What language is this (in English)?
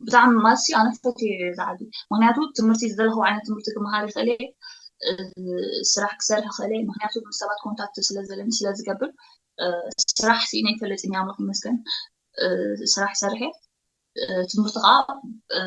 Tigrinya